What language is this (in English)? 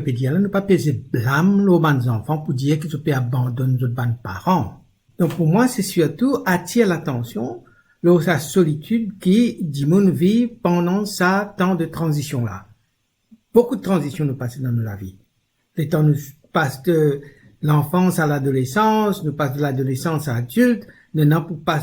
Morisyen